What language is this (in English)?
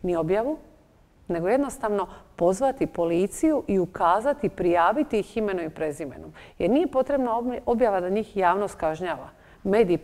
Croatian